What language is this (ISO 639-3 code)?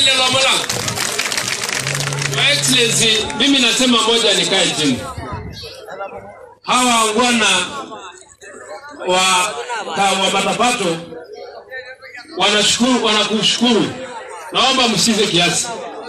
swa